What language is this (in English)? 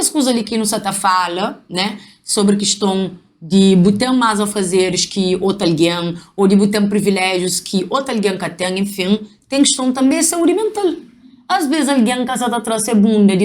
Kabuverdianu